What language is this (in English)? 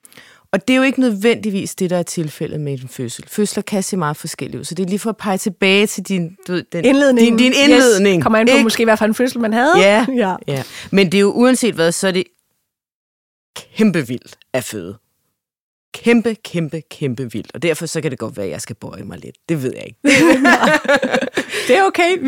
Danish